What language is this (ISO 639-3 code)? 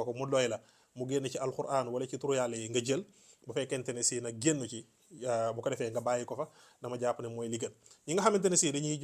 wol